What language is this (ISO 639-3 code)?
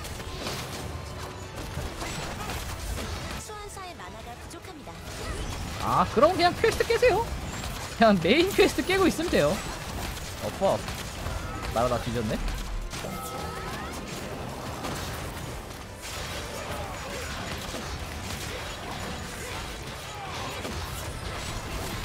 kor